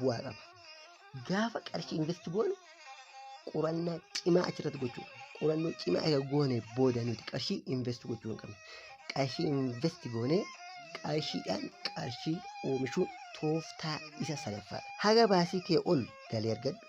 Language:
Oromo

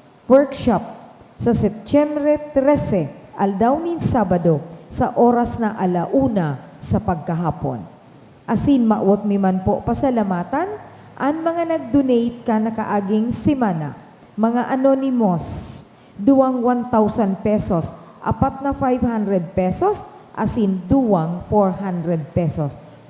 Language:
Bikol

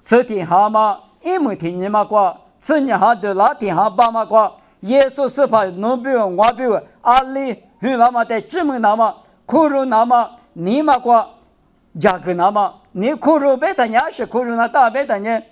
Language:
Lisu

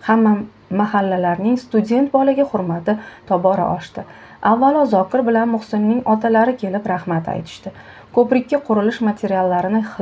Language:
Uzbek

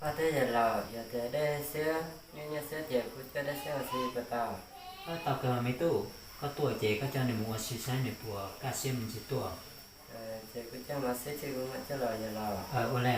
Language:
Hmong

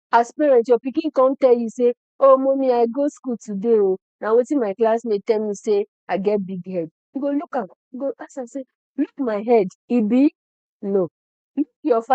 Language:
Nigerian Pidgin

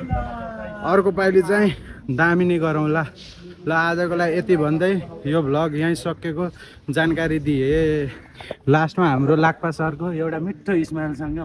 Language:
Nepali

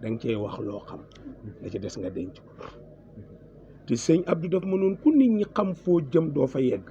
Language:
Wolof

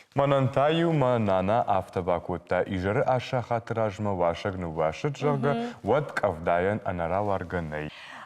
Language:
Ossetic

